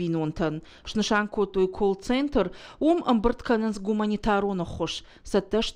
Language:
Ossetic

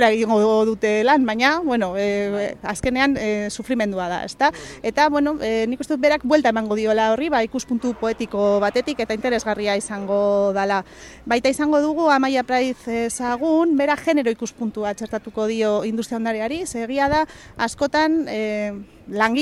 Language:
Basque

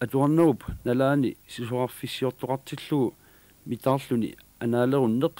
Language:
Kalaallisut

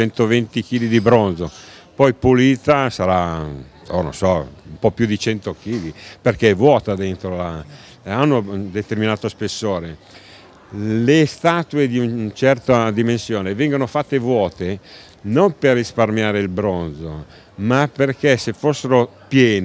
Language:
Italian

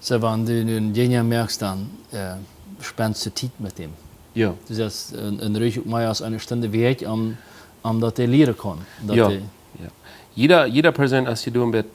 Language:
Plautdietsch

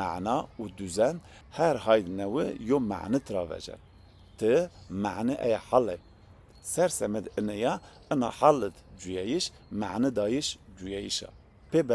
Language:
Zaza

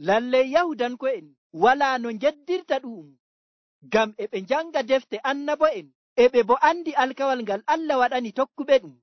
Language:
Nigerian Fulfulde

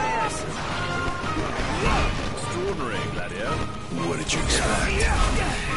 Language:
English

